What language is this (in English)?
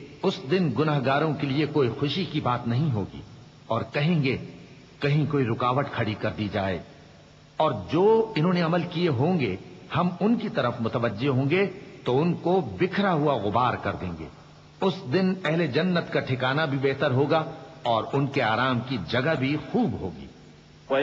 Urdu